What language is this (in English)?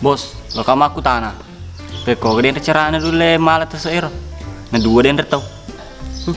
Buginese